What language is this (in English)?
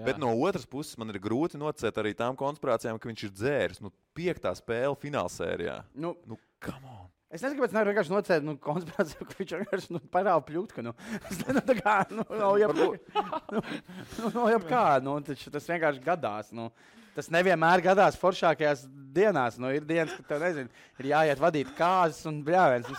Latvian